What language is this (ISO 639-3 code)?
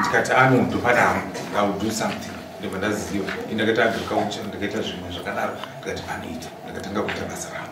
sna